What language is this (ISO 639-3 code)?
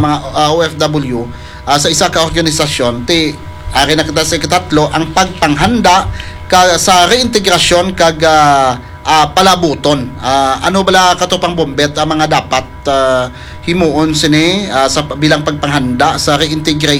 hil